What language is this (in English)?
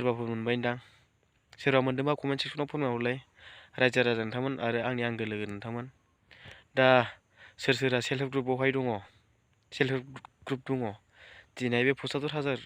Bodo